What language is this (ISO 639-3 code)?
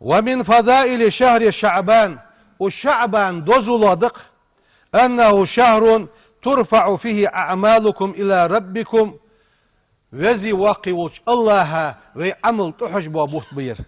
inh